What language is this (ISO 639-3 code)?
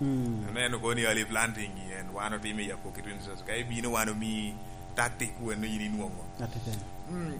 laj